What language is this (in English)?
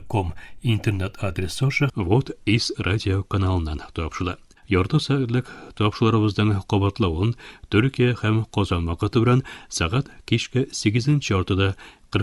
Tatar